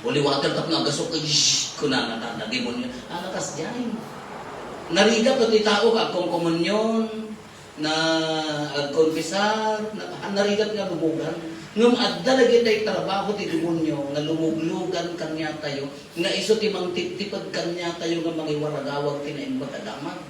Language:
Iloko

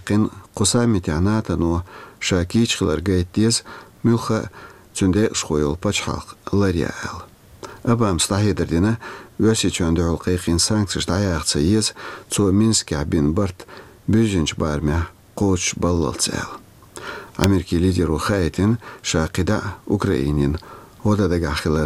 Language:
Chechen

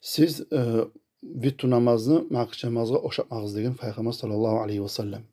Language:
Kumyk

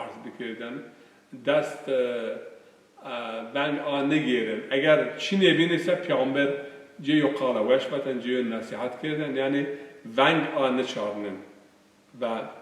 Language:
Zaza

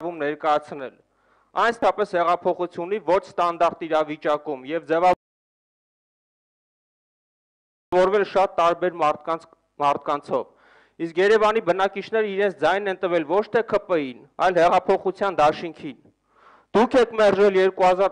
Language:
Armenian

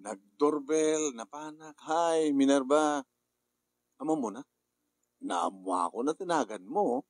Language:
Iloko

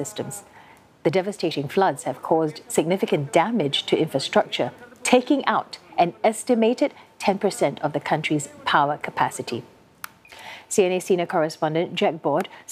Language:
English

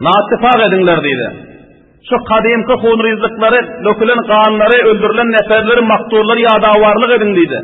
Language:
Turkmen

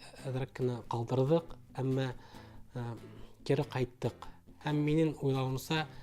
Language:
Bashkir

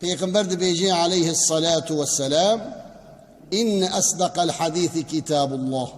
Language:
Kurdish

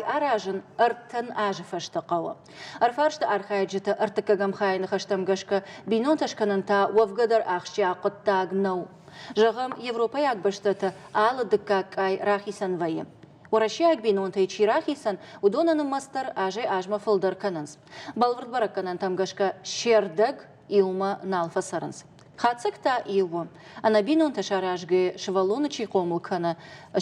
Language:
Ossetic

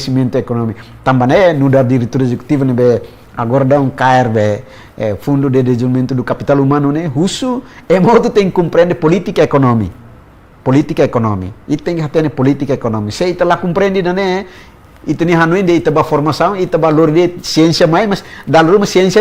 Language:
Tetum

